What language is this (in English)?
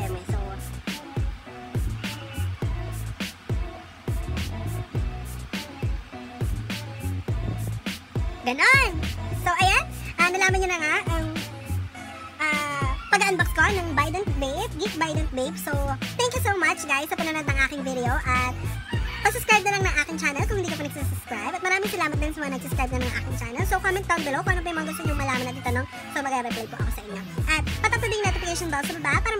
Filipino